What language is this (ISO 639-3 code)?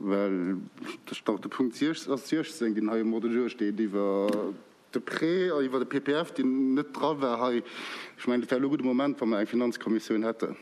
ltz